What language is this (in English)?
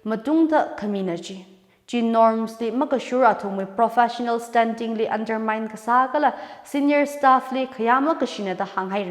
Tangkhul Naga (India)